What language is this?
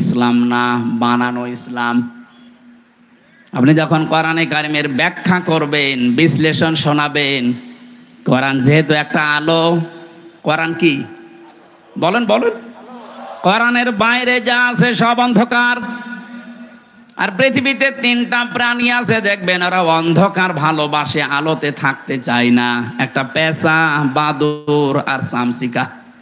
Bangla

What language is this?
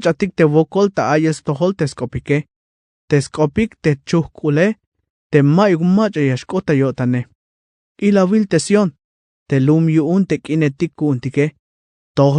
Tzeltal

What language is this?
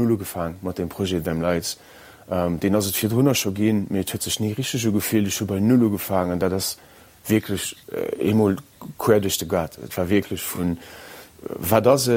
Luxembourgish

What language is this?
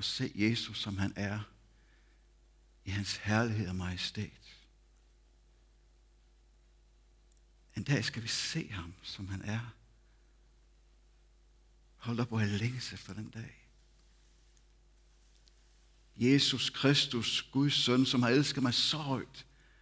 Danish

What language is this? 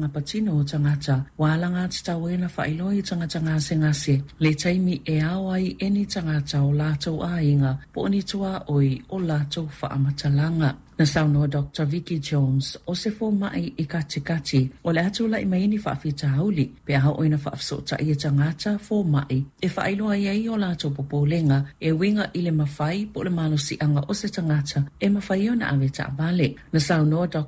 Samoan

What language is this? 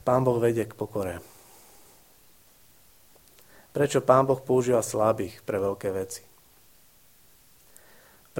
Slovak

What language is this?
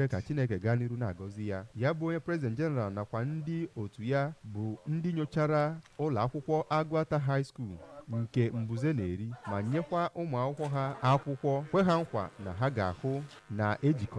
Igbo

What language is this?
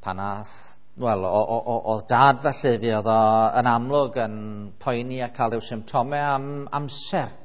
Welsh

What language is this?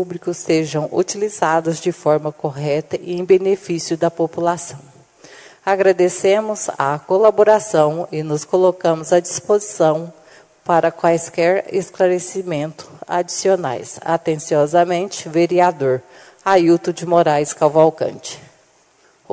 Portuguese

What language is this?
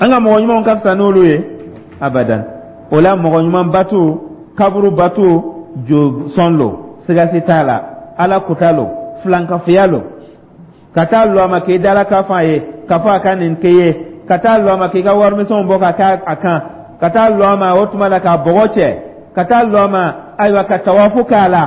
Dyula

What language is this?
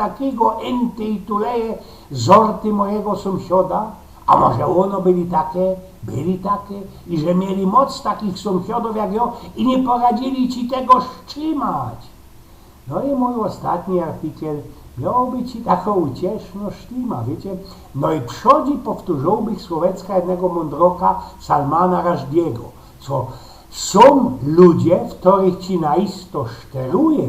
Silesian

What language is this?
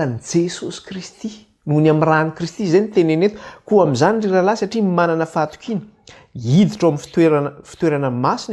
Malagasy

